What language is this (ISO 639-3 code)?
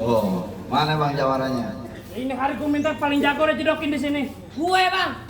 bew